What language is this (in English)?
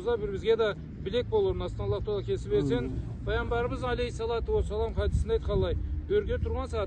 Karachay-Balkar